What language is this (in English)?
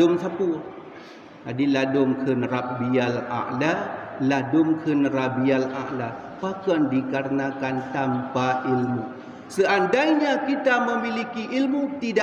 Achinese